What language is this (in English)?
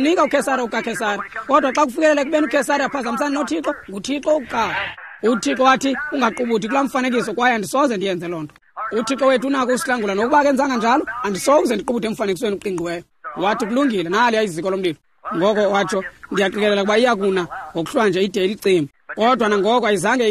Xhosa